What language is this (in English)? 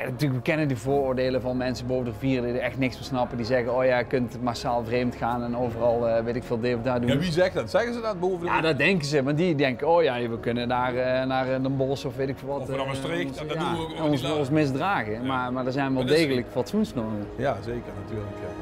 Limburgish